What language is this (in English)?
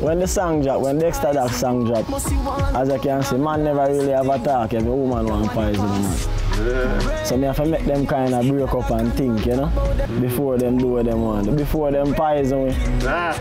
Jamaican Creole English